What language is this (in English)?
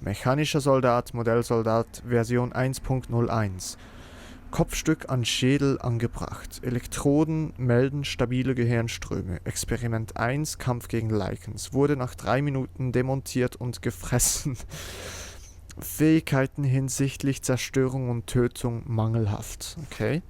Swiss German